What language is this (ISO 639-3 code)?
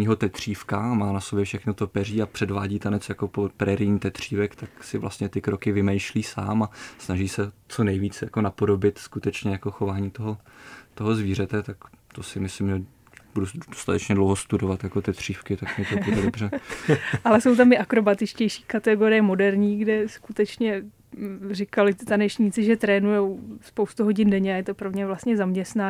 ces